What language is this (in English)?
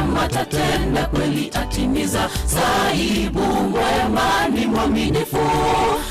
Gusii